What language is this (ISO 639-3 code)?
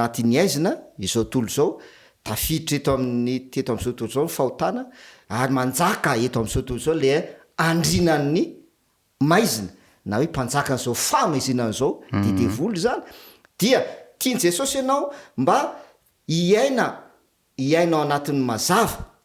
mlg